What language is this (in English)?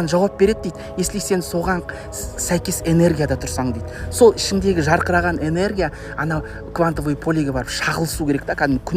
Kazakh